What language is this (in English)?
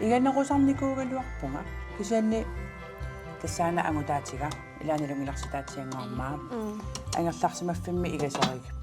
Kalaallisut